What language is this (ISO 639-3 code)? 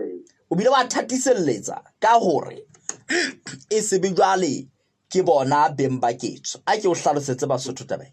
sot